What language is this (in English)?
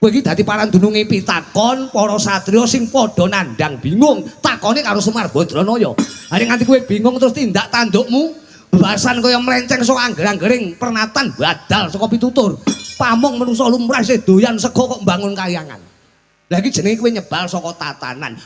Javanese